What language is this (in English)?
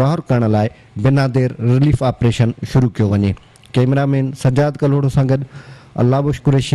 Sindhi